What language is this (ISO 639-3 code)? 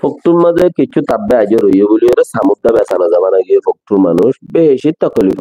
rhg